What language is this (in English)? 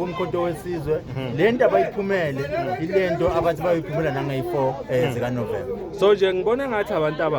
Zulu